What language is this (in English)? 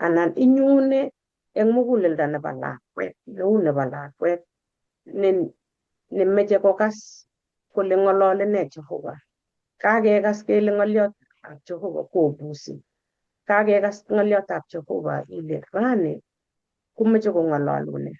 Kalenjin